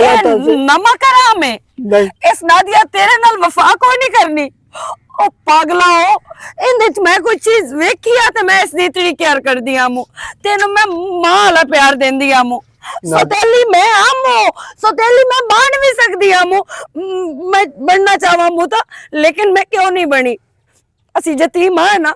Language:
Western Panjabi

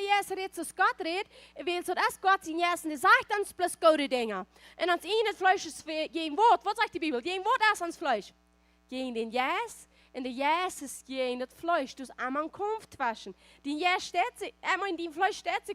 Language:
Plautdietsch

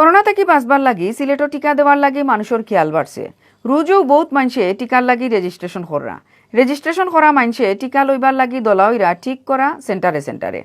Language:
Sylheti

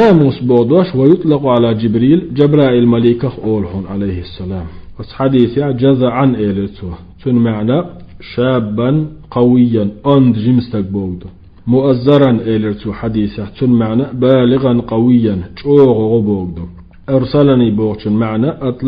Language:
Chechen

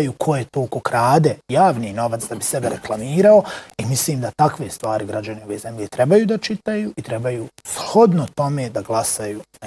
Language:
Bosnian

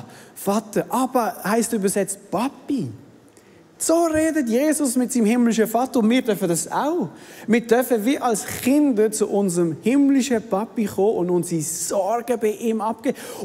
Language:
Swiss German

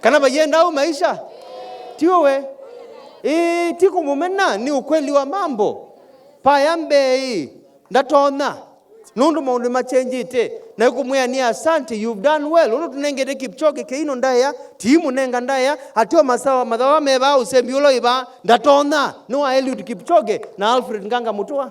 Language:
Kamba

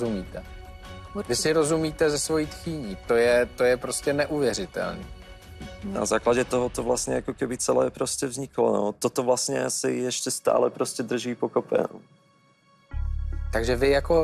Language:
Czech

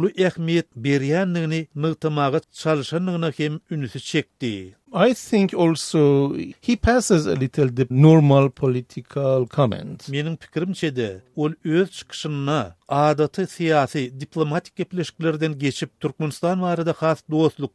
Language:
Turkmen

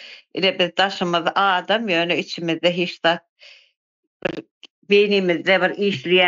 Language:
Turkmen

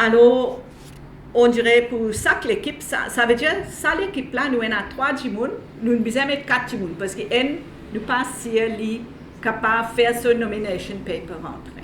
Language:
Morisyen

